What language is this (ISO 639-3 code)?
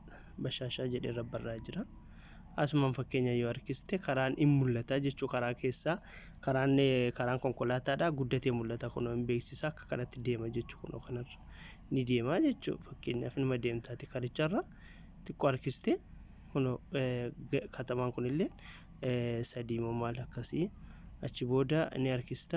orm